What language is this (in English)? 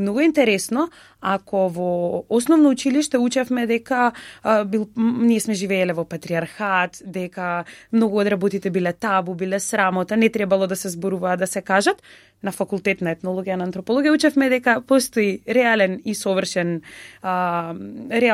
Macedonian